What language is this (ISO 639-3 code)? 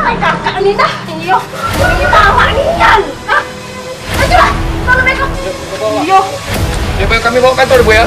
mui